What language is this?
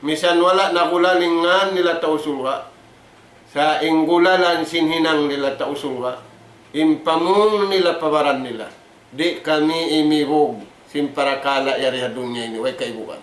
Tausug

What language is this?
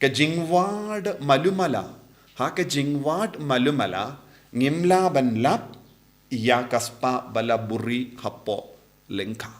Khasi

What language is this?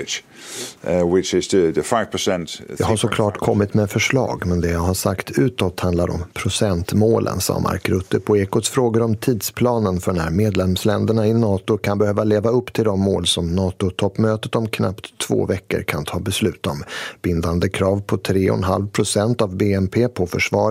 Swedish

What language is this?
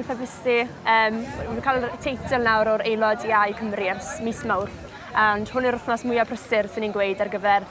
Welsh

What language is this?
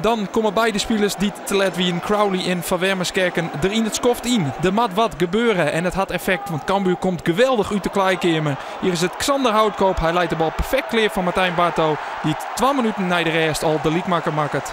Western Frisian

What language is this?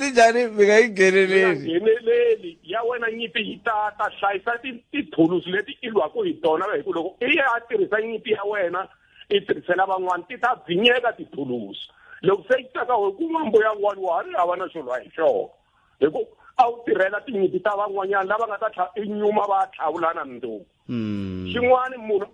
Tsonga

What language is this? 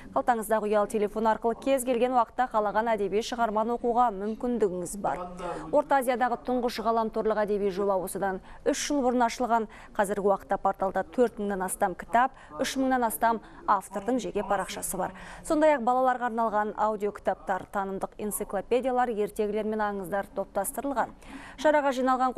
Kazakh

